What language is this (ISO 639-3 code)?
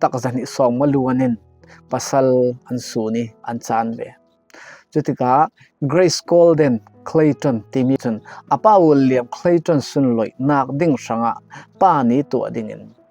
cfm